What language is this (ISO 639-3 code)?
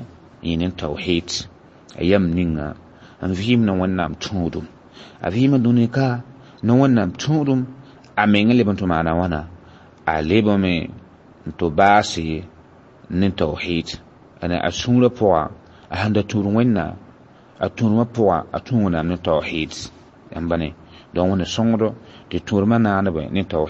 mos